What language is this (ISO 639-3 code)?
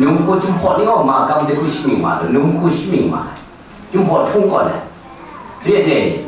kac